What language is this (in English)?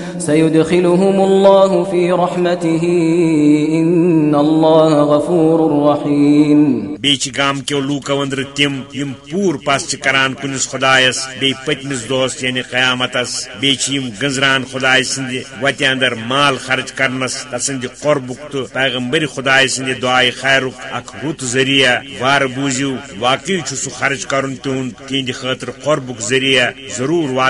Kashmiri